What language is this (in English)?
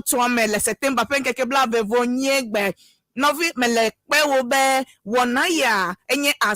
Ewe